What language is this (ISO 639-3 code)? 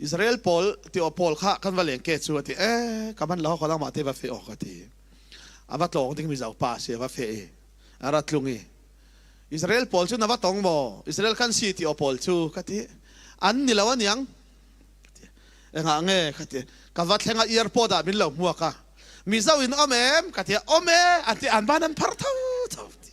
cfm